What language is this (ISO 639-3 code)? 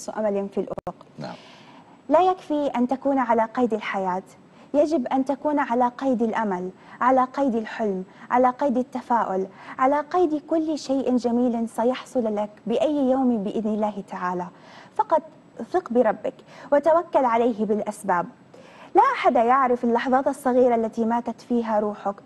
ara